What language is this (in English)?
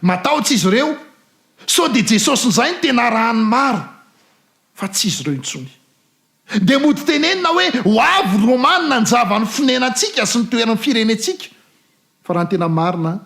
Malagasy